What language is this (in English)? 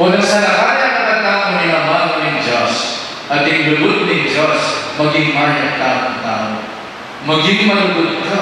Pampanga